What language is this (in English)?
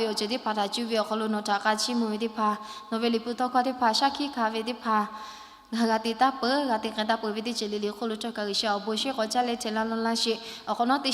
Lahu